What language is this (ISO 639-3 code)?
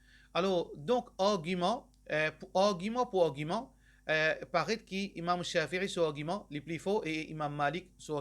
mfe